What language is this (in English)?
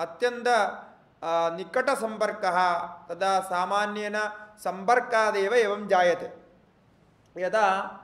Sanskrit